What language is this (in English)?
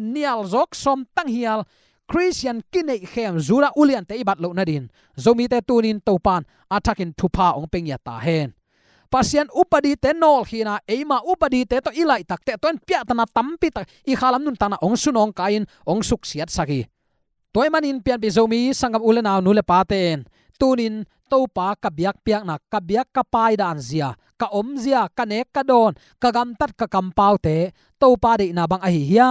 Tedim Chin